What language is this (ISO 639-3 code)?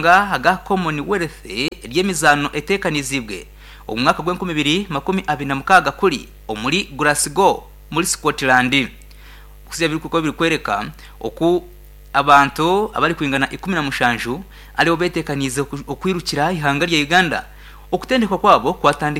nyn